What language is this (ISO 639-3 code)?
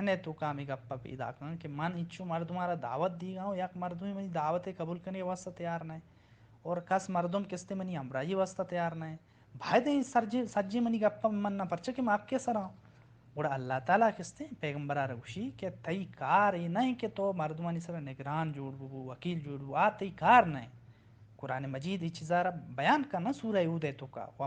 bal